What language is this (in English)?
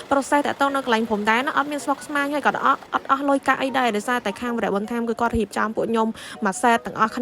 Khmer